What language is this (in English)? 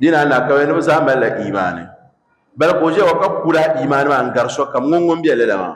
Dagbani